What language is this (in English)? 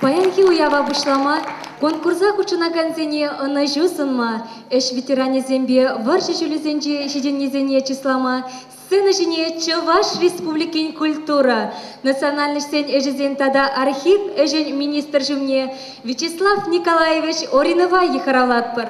Chuvash